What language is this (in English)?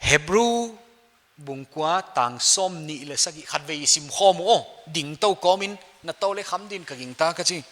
Paite Chin